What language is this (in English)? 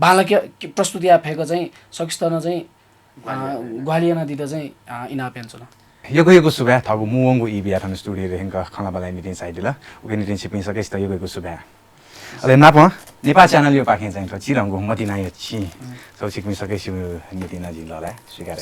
Newari